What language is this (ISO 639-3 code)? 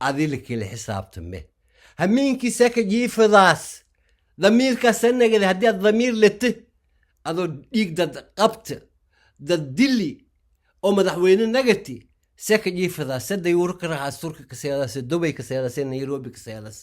som